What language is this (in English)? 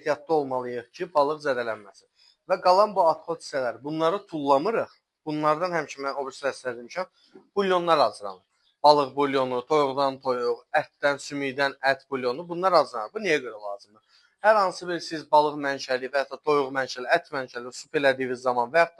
Azerbaijani